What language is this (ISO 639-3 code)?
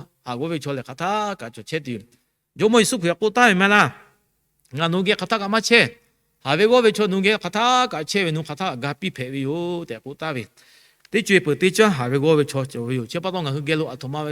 lhu